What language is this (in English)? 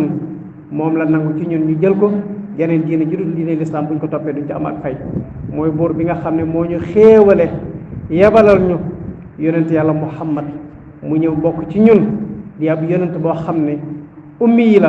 Wolof